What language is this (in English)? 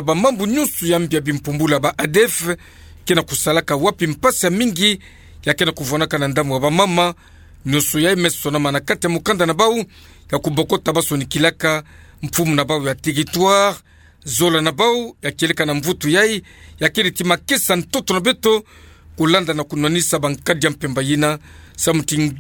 Kituba (Democratic Republic of Congo)